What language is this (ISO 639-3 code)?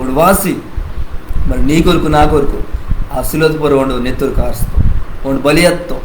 kff